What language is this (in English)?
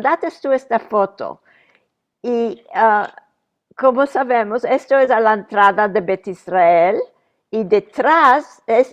Ladino